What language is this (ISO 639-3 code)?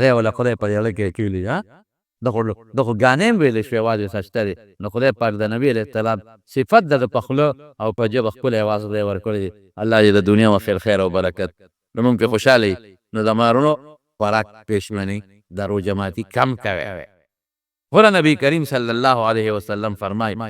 pus